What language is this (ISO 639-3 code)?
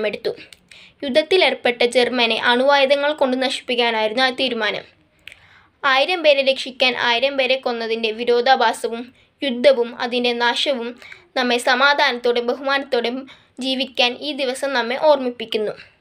mal